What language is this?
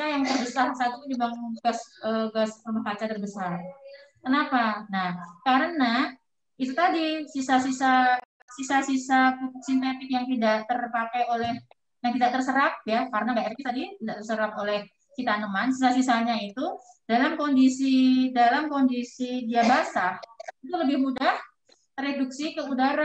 Indonesian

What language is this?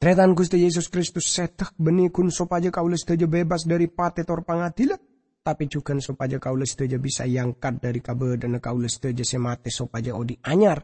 Madurese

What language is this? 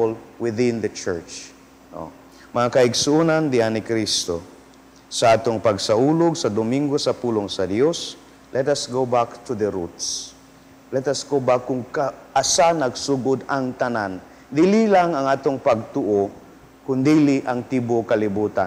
Cebuano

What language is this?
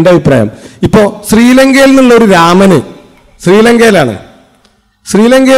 Malayalam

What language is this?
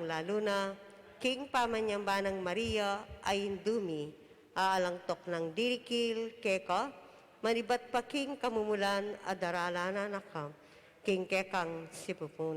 Pampanga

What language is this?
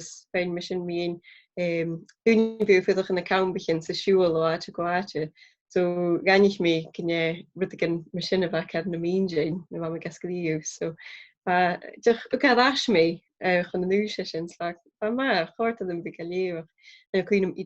Scottish Gaelic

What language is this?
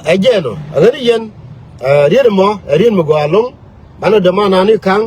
Nuer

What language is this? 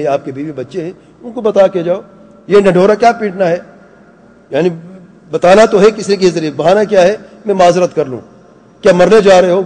Urdu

